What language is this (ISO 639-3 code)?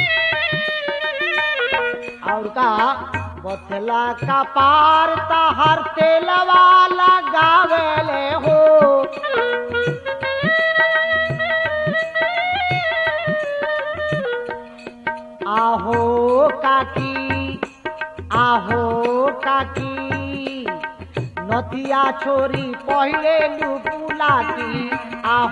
bho